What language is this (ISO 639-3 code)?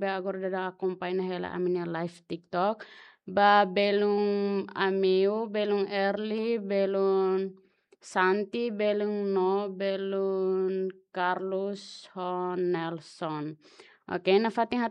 tet